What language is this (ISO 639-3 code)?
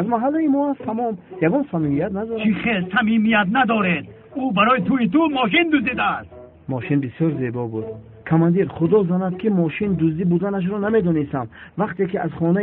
tgk